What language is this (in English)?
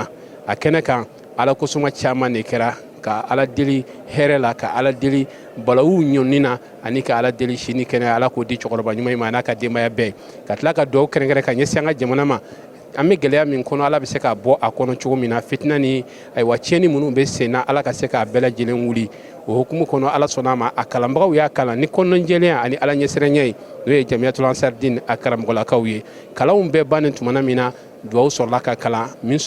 Bambara